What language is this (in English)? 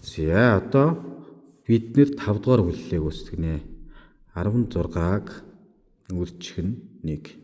Mongolian